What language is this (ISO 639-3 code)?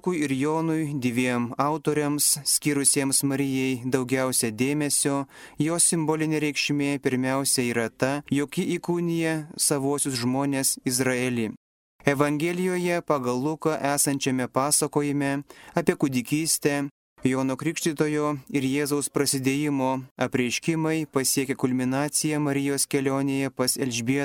lit